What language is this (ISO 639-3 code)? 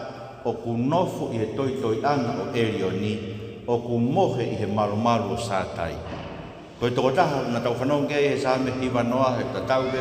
ton